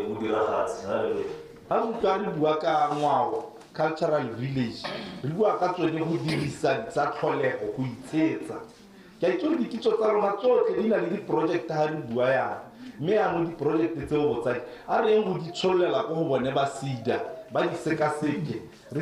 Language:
Tswana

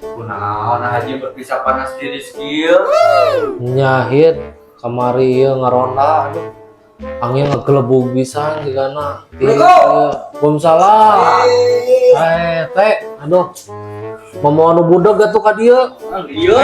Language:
Sundanese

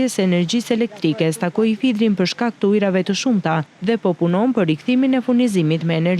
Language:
Albanian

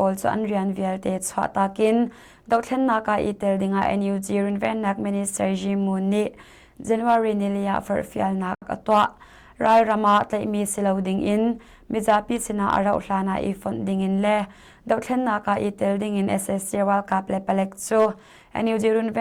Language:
Hakha Chin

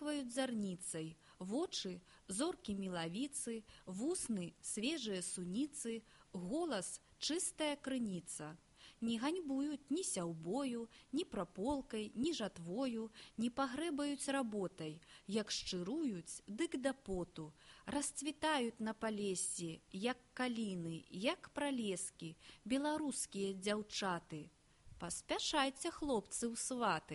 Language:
Belarusian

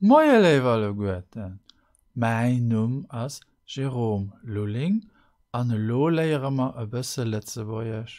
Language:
Luxembourgish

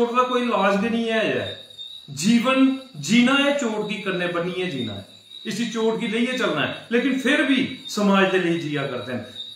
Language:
Dogri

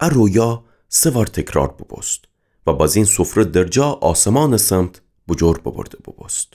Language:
Gilaki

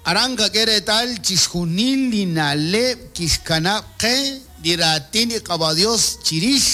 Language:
Kekchí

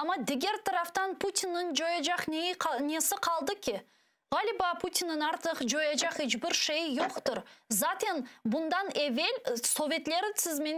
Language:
Crimean Tatar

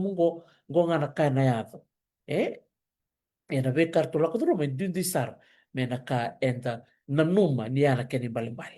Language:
Fijian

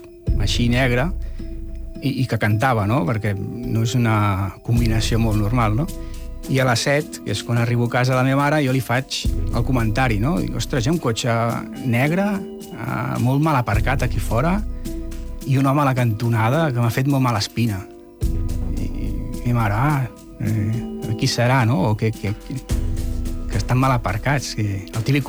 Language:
Catalan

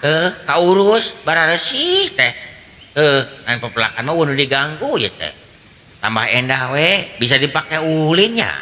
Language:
Sundanese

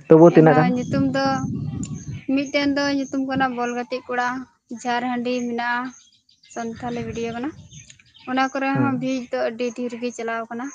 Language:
Santali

